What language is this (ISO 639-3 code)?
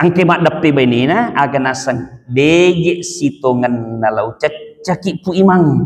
bug